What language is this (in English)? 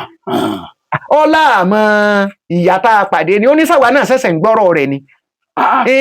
Yoruba